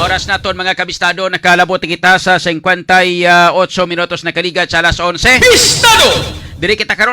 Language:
Hiligaynon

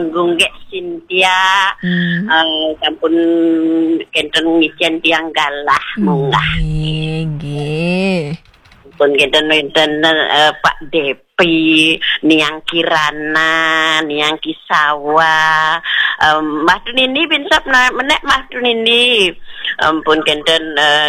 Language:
Balinese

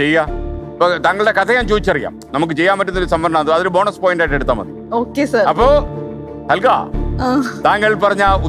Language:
Malayalam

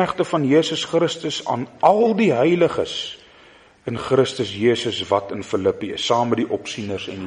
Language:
Afrikaans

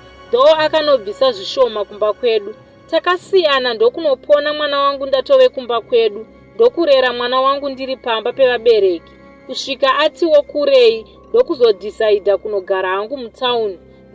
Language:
Shona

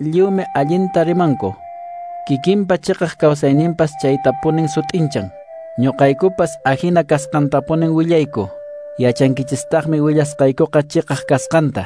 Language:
Quechua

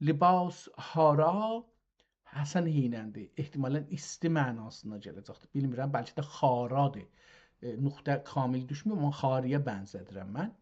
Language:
South Azerbaijani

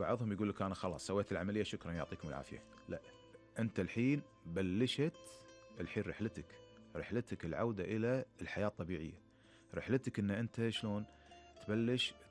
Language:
Gulf Arabic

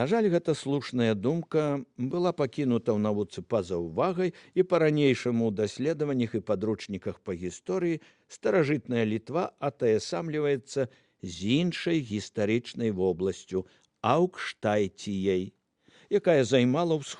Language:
Belarusian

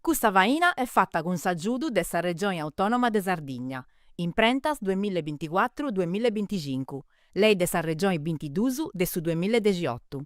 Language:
Sardinian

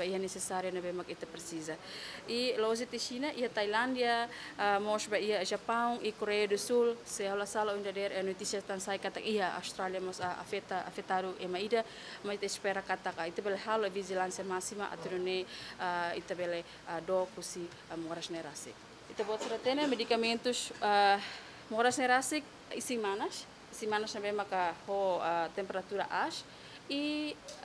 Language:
Tetum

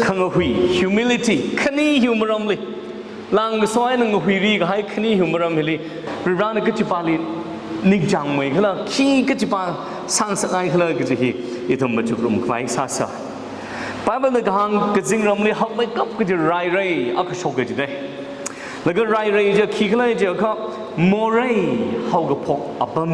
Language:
Tangkhul Naga (India)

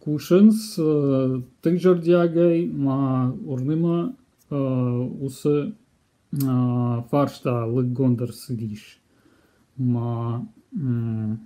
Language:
Ossetic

